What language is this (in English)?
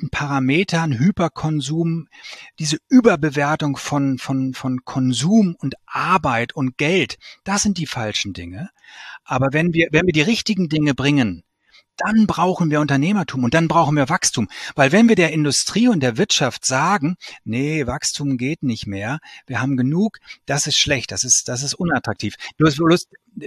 German